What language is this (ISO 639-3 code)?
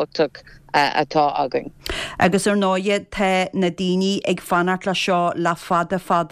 gle